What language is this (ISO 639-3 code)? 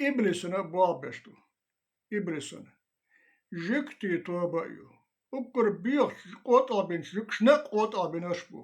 che